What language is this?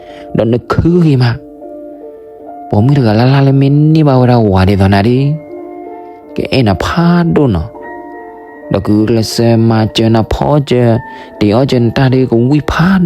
S'gaw Karen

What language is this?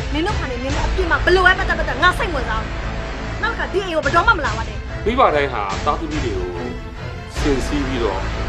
Burmese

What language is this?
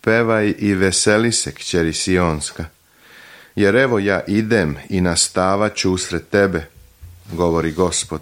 Serbian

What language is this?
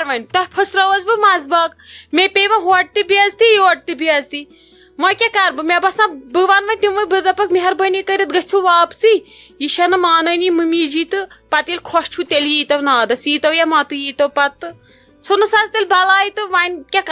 Kashmiri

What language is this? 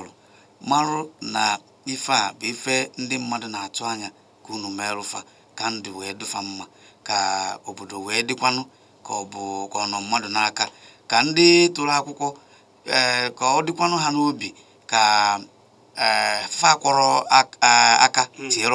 Igbo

